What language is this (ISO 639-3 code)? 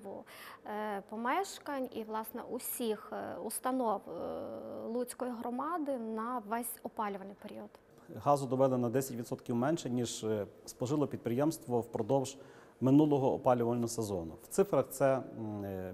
ukr